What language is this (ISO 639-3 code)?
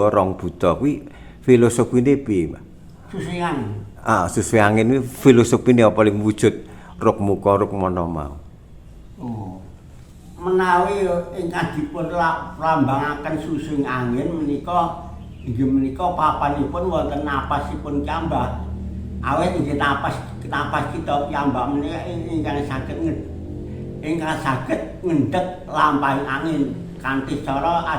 jav